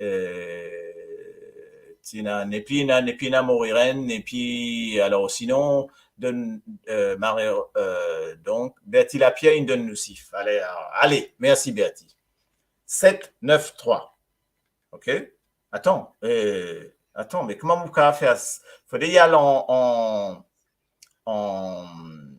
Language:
Morisyen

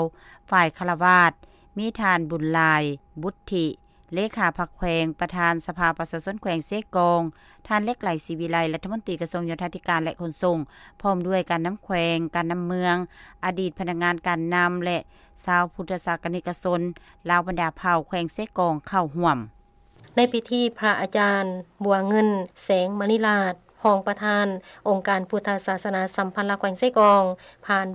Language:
Lao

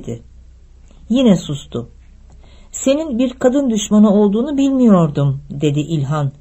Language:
Turkish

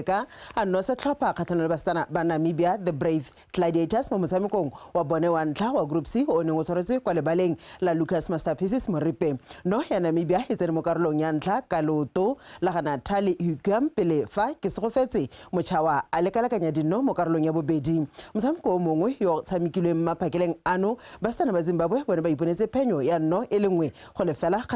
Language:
Tswana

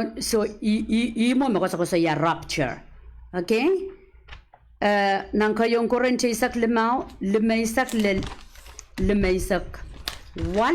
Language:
Pohnpeian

